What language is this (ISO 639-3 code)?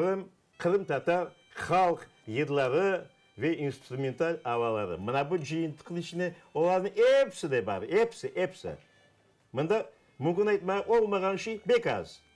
crh